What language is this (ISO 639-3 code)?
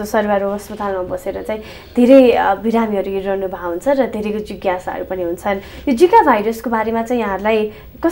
nep